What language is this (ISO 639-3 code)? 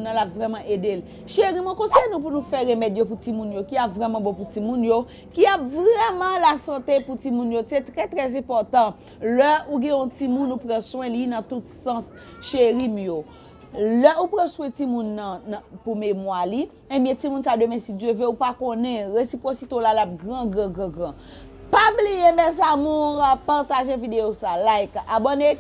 hat